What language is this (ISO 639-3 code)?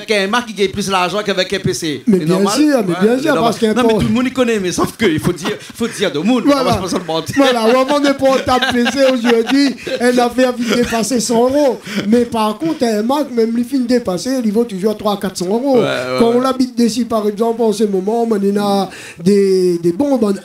rcf